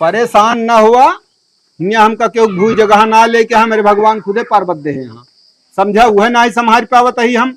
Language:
Awadhi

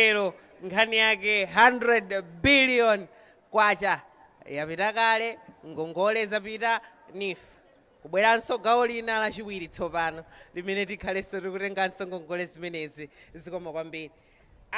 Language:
Nyanja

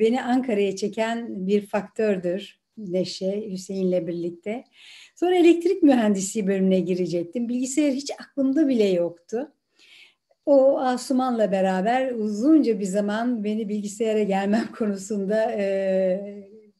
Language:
Turkish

